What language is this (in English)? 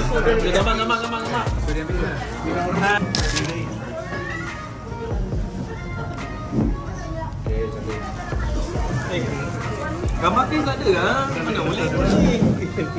Malay